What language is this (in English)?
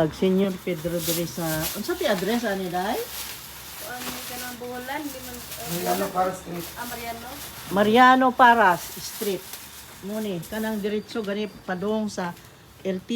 Cebuano